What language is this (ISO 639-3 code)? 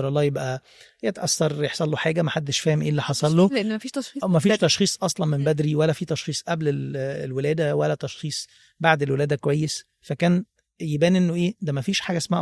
arz